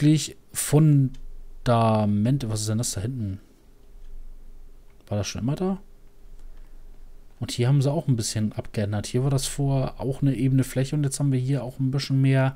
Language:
German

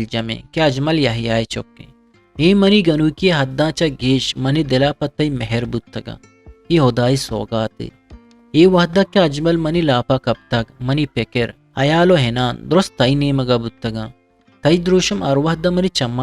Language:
Eastern Balochi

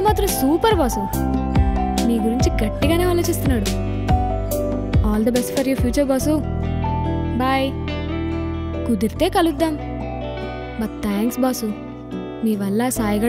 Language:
Telugu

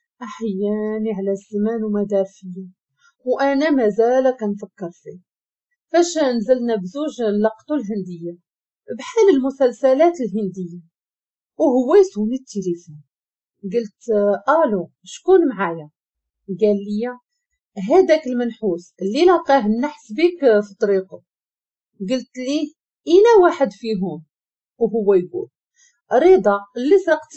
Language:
Moroccan Arabic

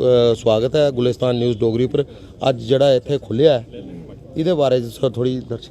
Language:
Dogri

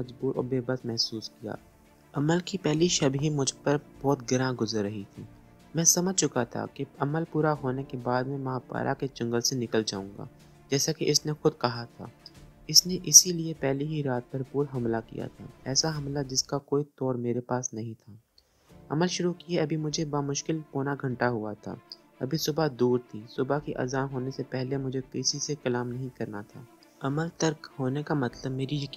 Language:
Urdu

